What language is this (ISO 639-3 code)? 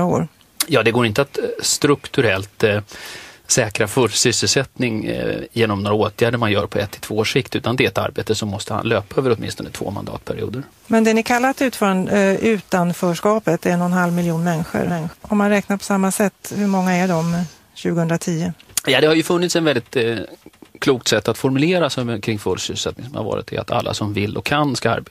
swe